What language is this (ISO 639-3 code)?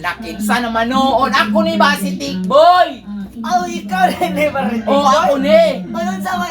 ceb